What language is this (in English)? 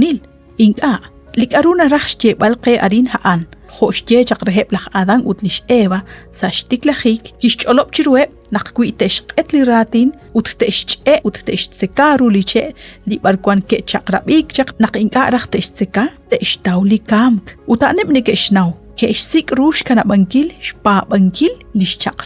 Kekchí